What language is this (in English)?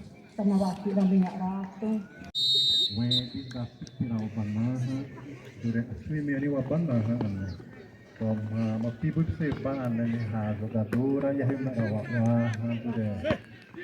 Xavánte